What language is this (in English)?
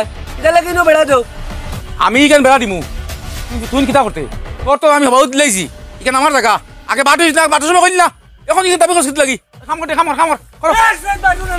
Sylheti